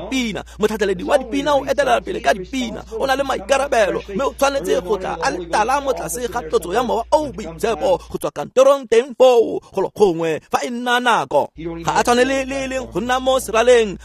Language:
Tswana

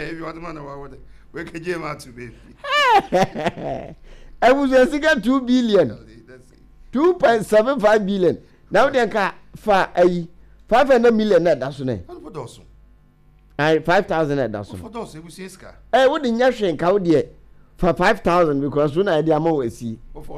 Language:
Akan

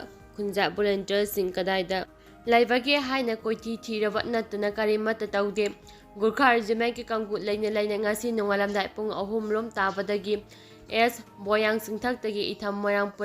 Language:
Manipuri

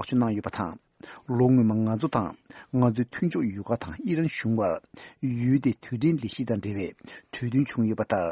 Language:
Tibetan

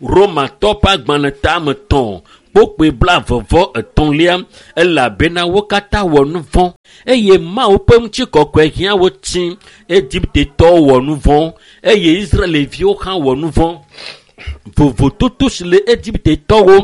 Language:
Ewe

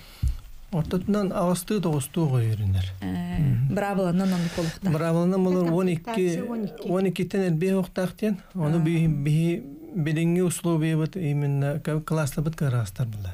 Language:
Yakut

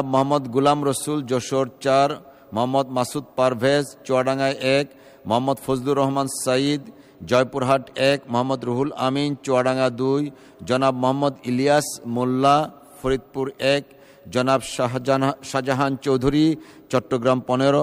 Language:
Bangla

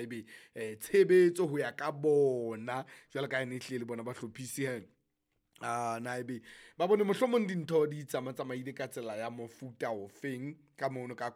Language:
Southern Sotho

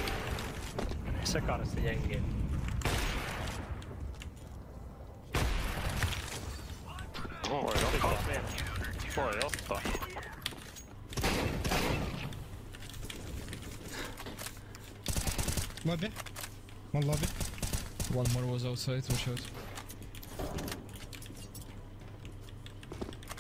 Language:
Finnish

